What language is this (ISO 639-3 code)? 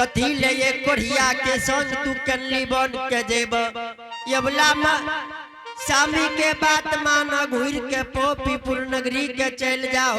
anp